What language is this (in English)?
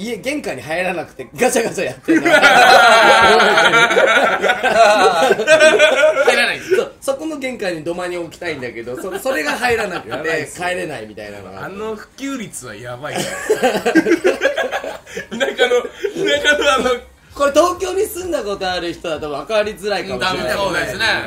Japanese